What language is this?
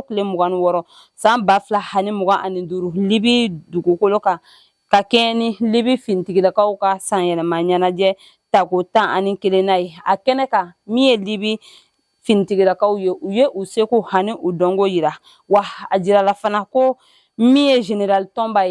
Bambara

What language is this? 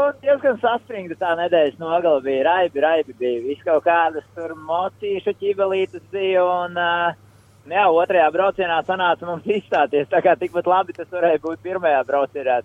Latvian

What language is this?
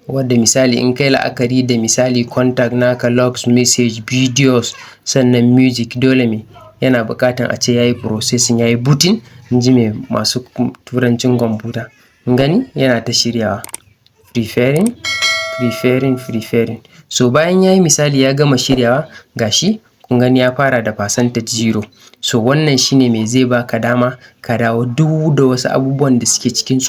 Hausa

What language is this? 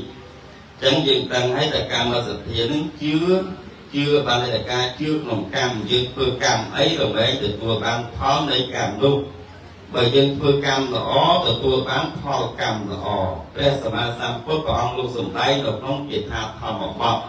Khmer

